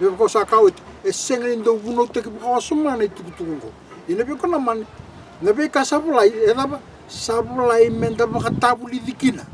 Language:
Fijian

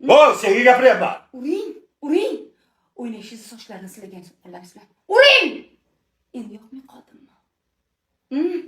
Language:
Uzbek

